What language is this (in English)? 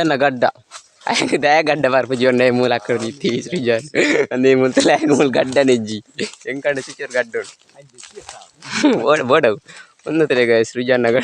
Tulu